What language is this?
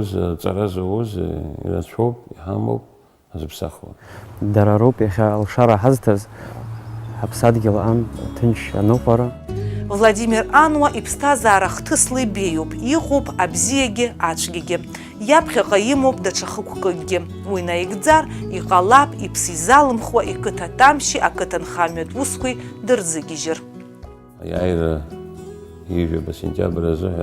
Abkhazian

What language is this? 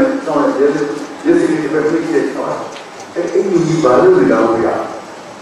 Burmese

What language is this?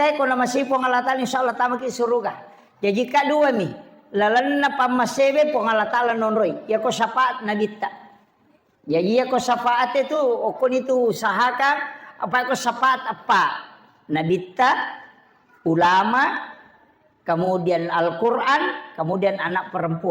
Buginese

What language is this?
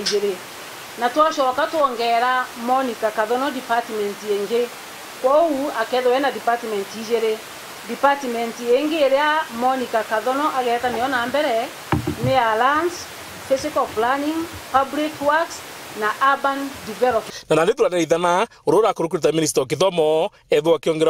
Meru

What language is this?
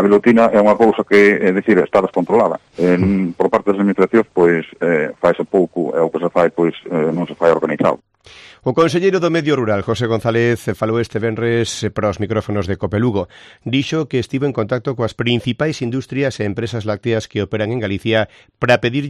Galician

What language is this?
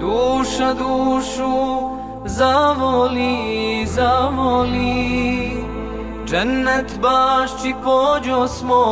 Bosnian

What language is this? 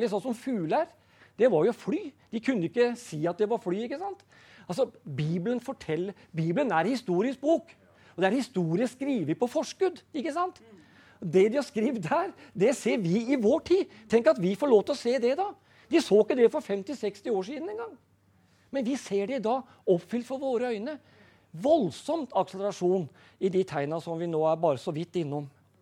Norwegian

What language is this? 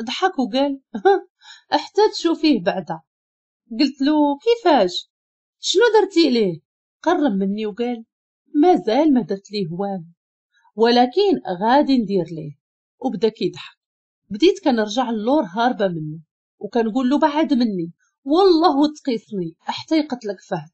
Moroccan Arabic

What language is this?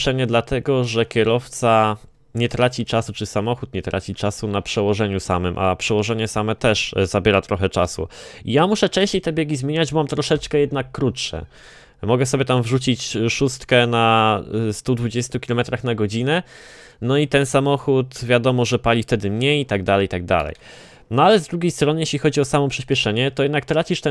Polish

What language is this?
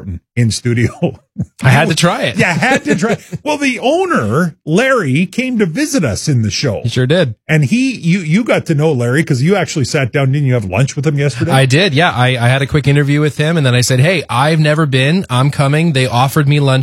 English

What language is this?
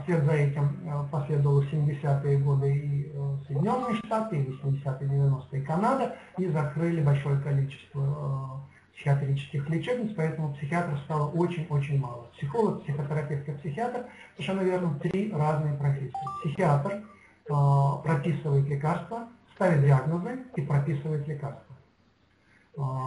Russian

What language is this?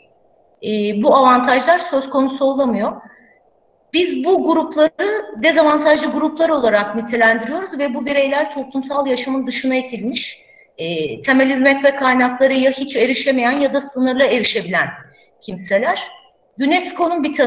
Turkish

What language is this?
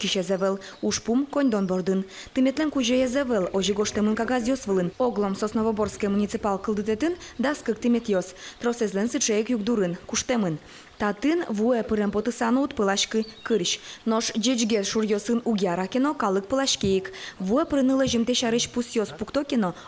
Udmurt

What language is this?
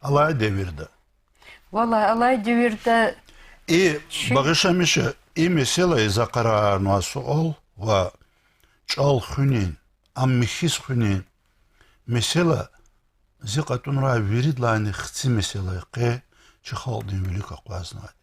Lezghian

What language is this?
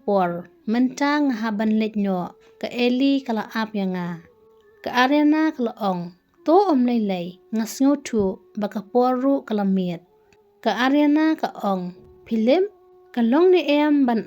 Khasi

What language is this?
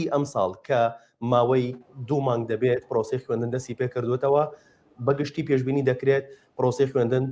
Central Kurdish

